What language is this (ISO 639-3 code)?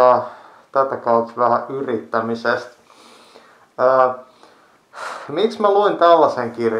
fin